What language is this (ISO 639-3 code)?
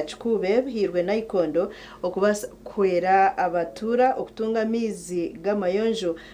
nyn